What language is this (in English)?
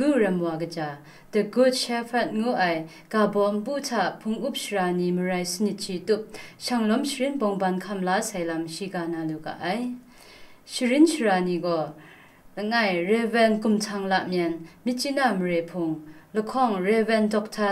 Kachin